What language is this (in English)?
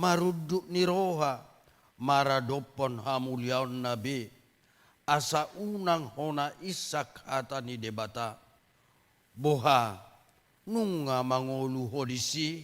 Batak Toba